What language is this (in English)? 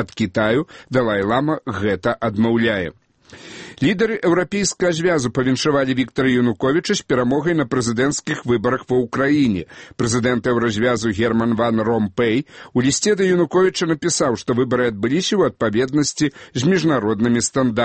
Belarusian